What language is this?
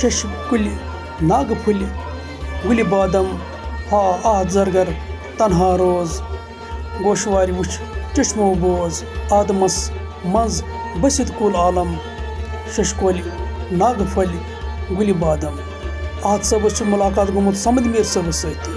Kashmiri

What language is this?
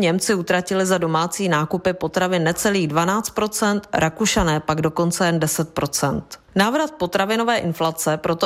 Czech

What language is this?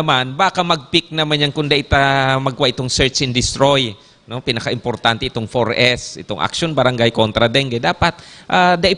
Bikol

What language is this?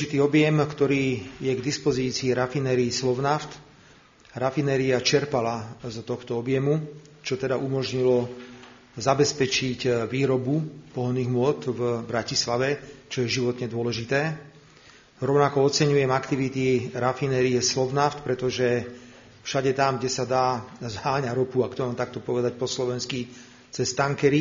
Slovak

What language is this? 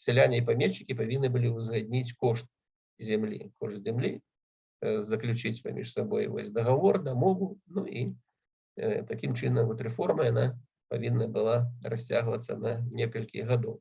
Belarusian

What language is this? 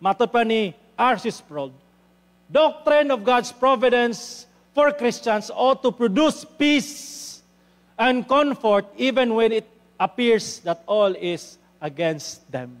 Cebuano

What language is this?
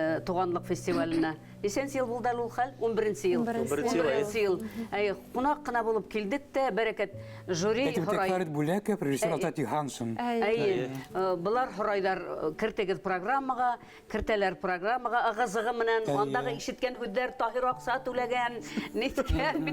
Bashkir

